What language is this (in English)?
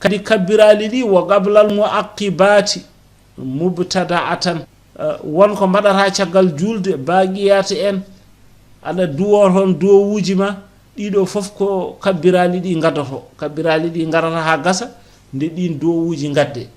Fula